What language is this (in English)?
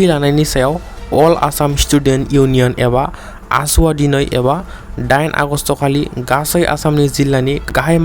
Bodo